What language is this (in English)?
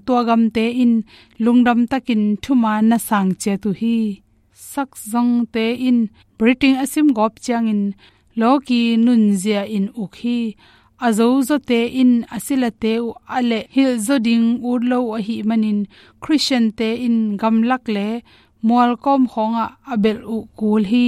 Tedim Chin